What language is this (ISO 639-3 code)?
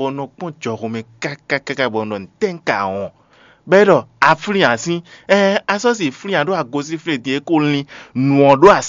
fon